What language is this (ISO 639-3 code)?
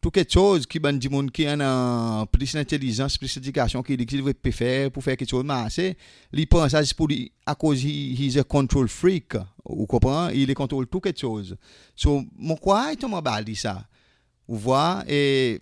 crs